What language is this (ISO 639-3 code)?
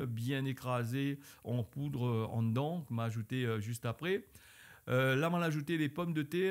rcf